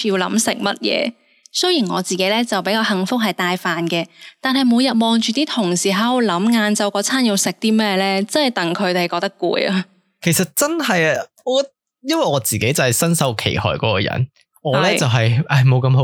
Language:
Cantonese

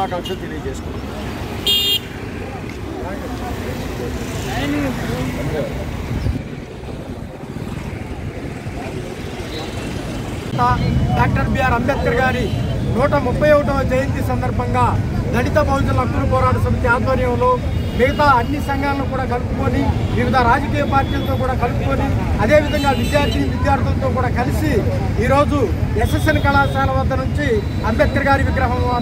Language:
Telugu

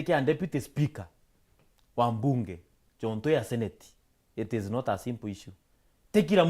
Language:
Meru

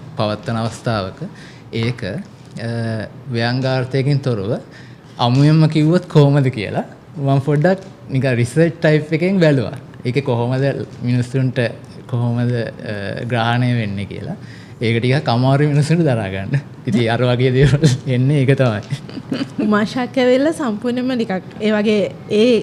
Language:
Sinhala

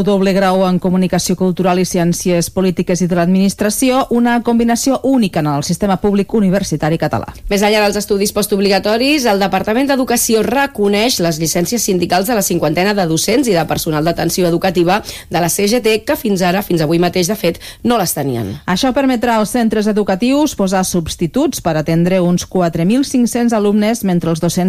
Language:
Catalan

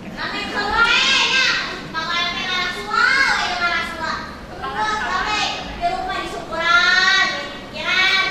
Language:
Sundanese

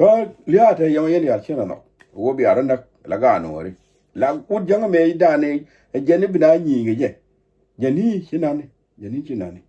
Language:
Nuer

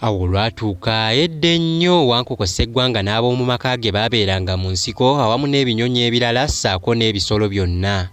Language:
Ganda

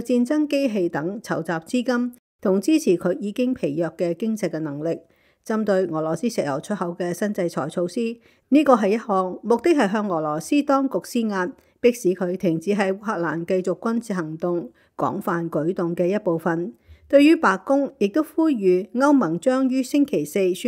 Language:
Cantonese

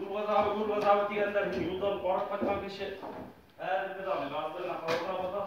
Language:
Bashkir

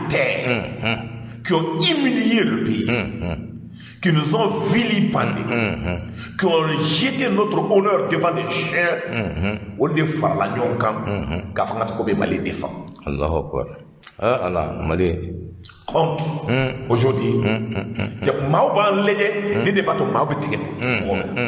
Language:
Bambara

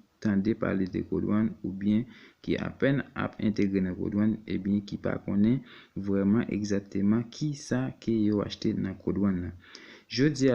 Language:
Haitian Creole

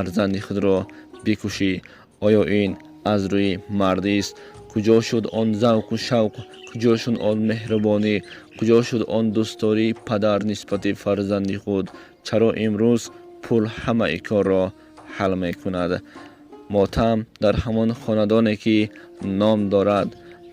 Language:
Tajik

